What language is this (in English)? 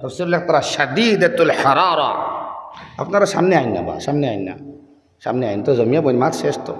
Sylheti